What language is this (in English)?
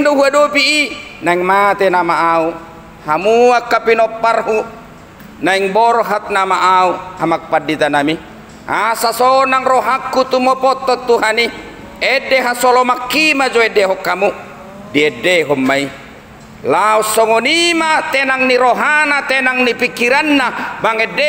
Batak Toba